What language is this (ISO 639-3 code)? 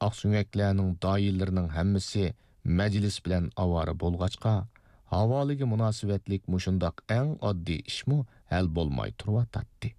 uig